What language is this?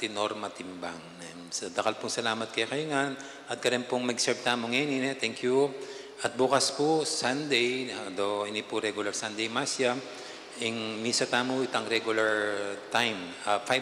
Pampanga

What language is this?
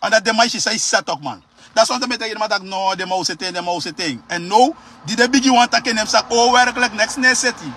Sranan Tongo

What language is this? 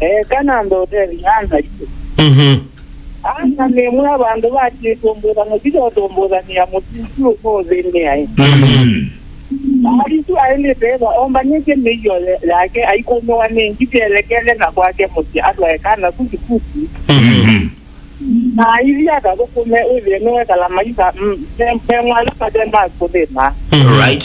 Kamba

